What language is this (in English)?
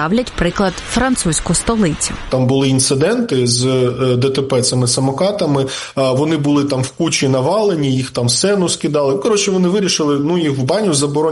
Ukrainian